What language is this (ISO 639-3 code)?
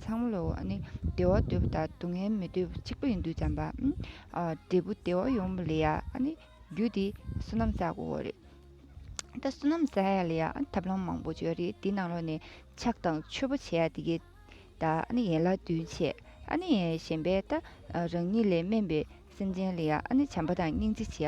bod